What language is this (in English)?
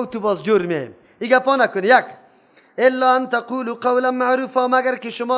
Persian